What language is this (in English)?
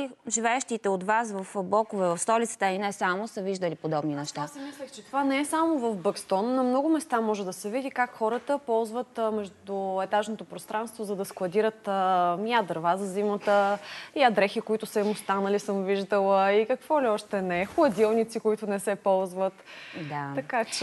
Bulgarian